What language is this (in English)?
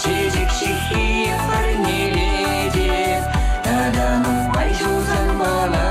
Chuvash